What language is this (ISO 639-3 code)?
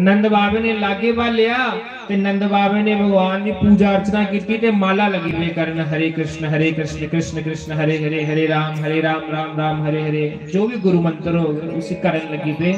doi